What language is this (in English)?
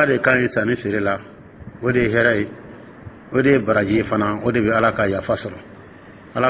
Dyula